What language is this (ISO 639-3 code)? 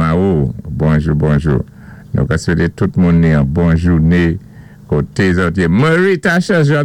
acf